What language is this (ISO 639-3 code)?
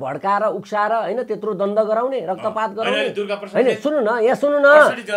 nep